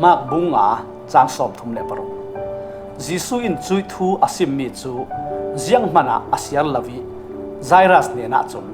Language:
Falam Chin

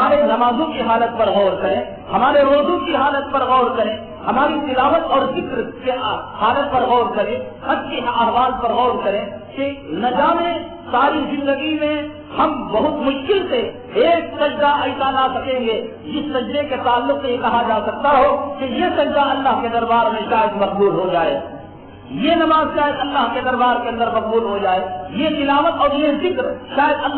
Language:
Urdu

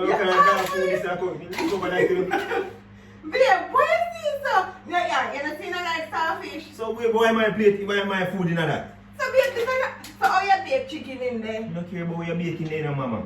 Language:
Jamaican Creole English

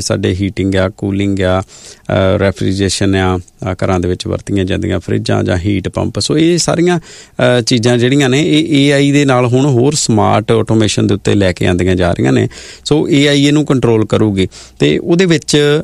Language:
Punjabi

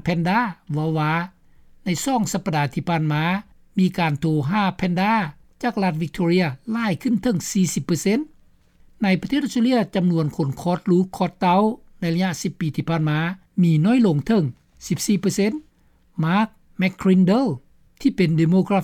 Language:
Lao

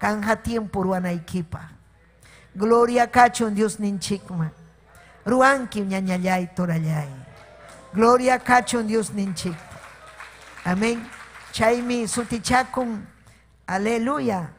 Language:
Ayacucho Quechua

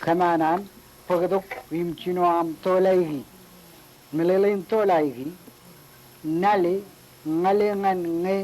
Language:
Marshallese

